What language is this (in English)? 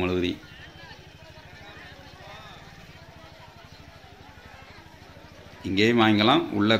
Tamil